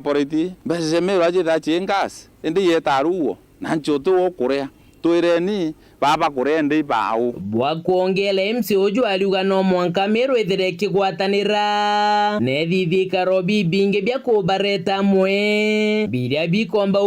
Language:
Meru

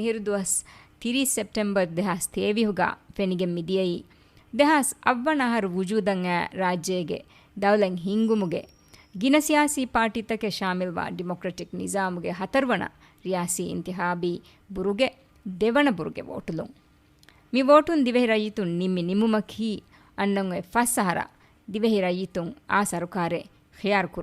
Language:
Divehi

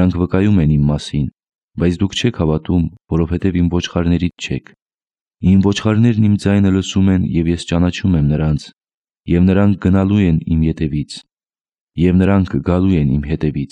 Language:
Armenian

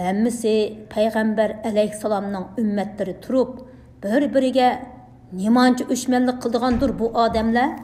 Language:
Uyghur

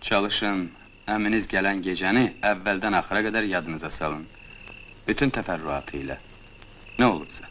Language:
Azerbaijani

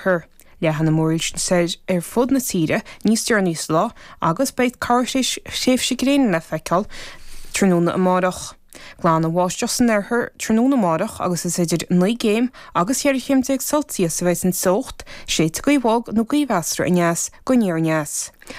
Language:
Irish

